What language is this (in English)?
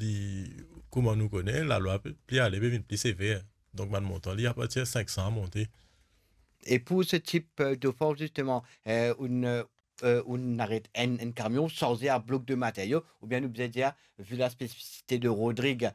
Morisyen